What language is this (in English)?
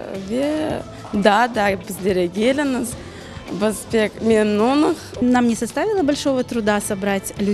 Crimean Tatar